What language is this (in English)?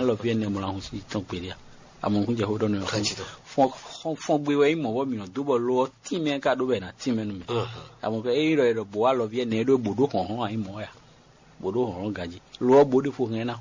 Fon